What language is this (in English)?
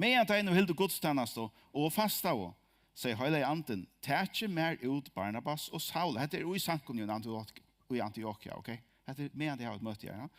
Faroese